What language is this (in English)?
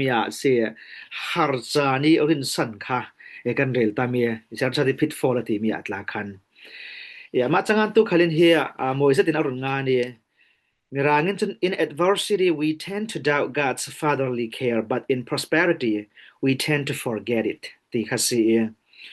Falam Chin